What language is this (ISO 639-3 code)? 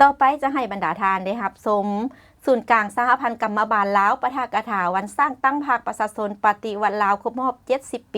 lao